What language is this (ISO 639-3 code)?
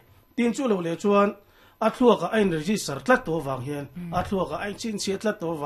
lus